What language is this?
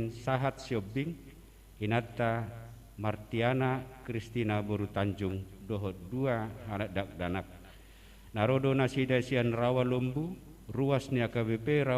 Batak Toba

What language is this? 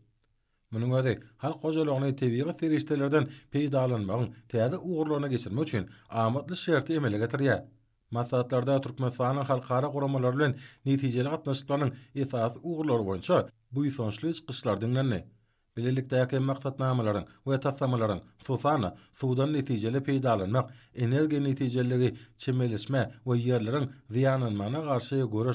Turkmen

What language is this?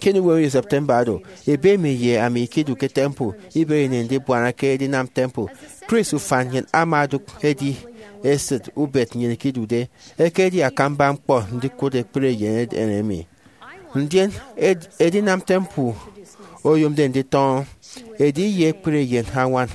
Efik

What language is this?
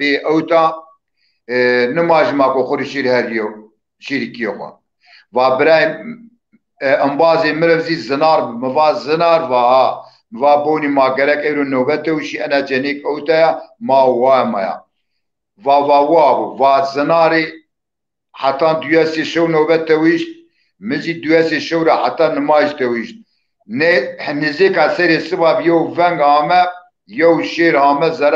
Zaza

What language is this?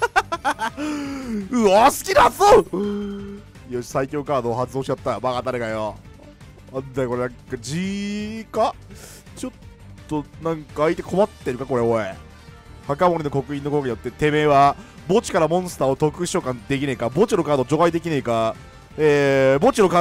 Japanese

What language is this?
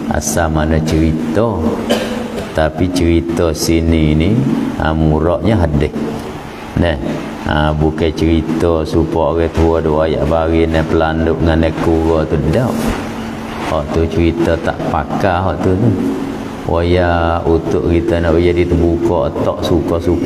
Malay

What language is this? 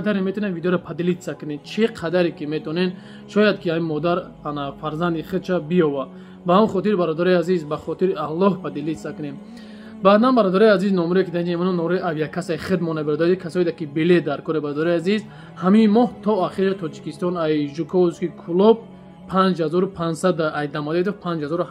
Tajik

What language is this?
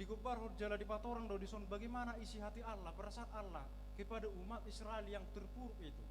Batak Toba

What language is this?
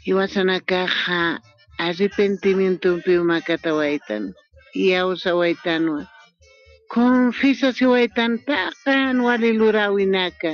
Aymara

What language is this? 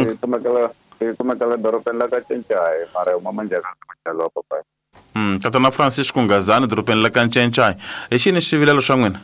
Tsonga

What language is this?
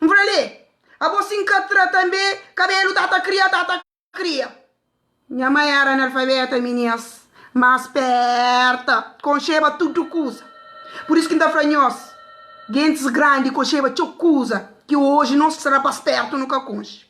Kabuverdianu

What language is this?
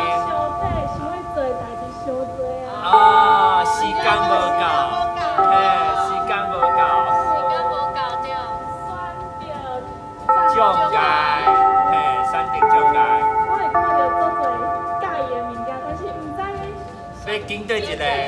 Min Nan Chinese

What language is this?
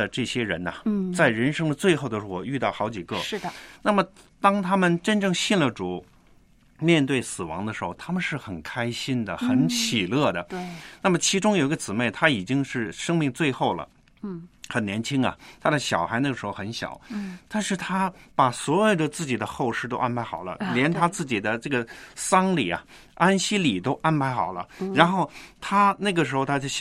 Chinese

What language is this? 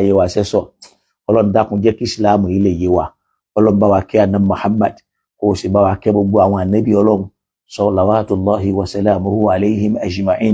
Yoruba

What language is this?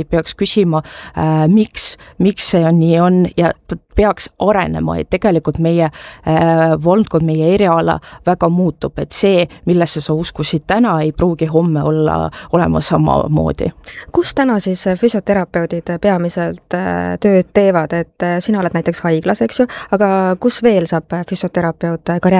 Estonian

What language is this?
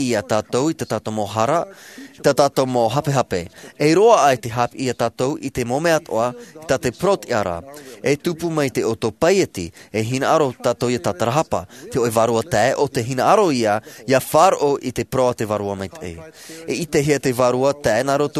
Tahitian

